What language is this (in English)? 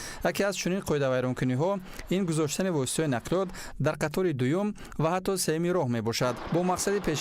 Tajik